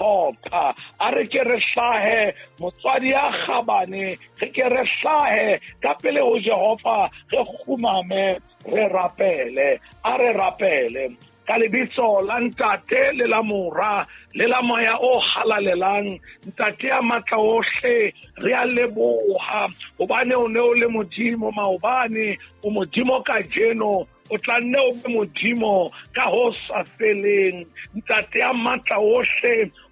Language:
Southern Sotho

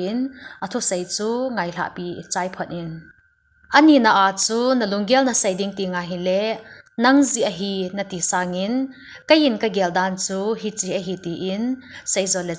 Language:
Thado Chin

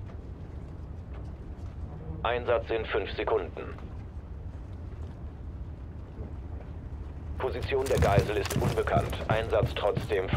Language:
German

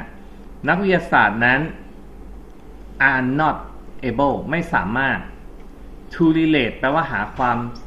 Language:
Thai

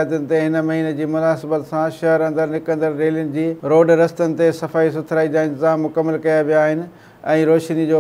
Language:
Sindhi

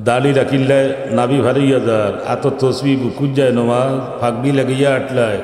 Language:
Sylheti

